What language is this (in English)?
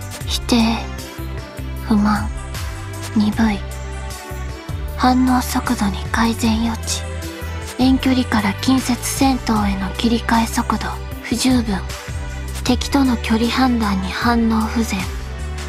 Japanese